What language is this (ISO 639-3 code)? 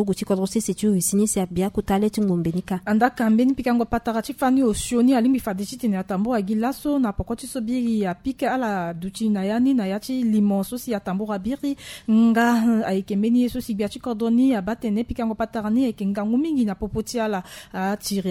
sag